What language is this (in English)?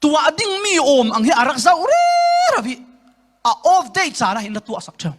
Falam Chin